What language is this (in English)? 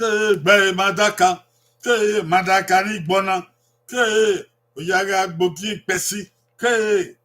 Bini